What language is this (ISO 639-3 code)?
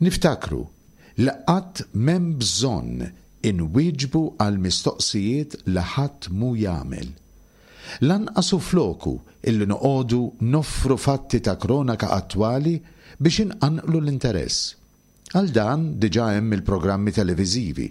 mlt